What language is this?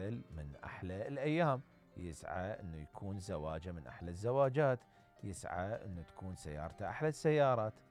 Mesopotamian Arabic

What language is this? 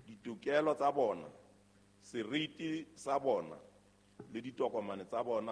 Southern Sotho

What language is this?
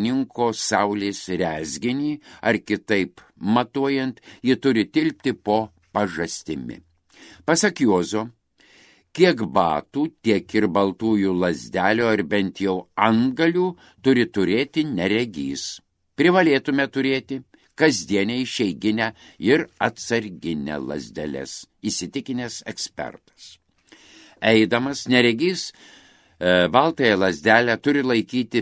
Lithuanian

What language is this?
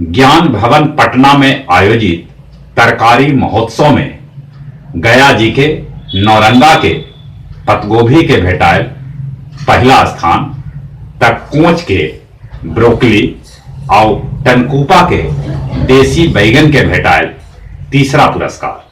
Magahi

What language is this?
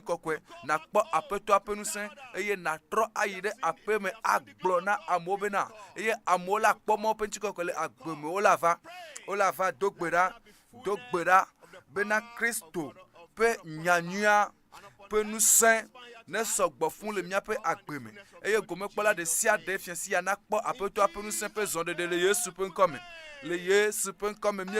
Ewe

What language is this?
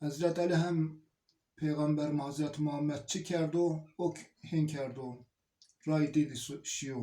Zaza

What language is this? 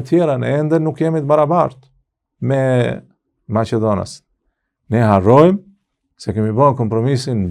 Albanian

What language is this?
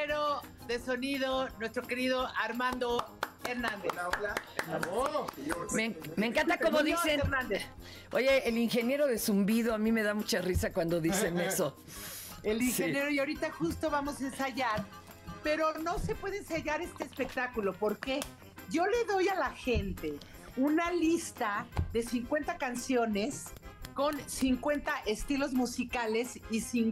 Spanish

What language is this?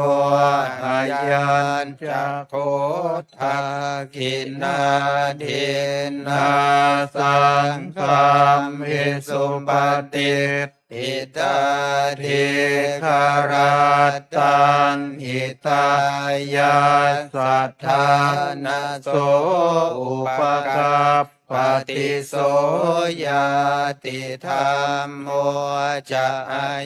Pali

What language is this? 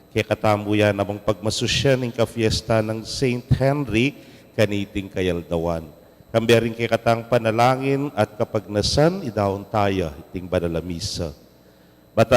Pampanga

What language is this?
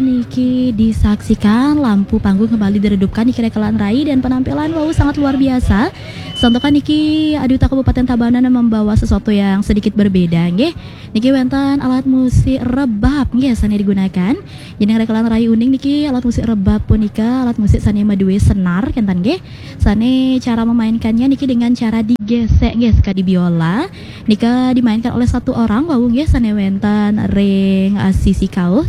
Balinese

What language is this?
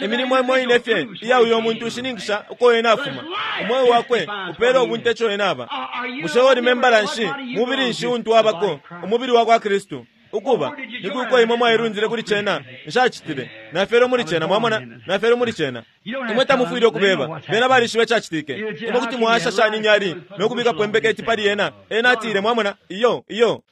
Bemba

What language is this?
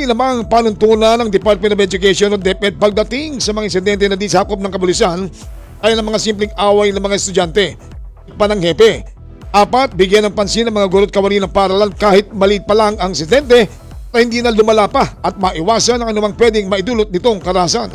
Filipino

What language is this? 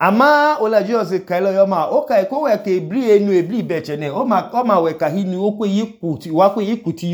Idoma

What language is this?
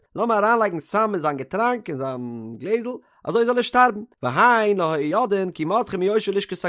Yiddish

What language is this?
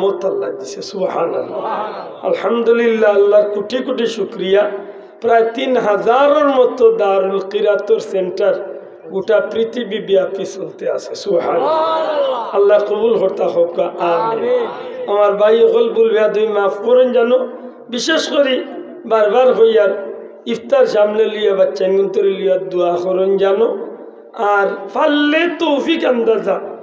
Sylheti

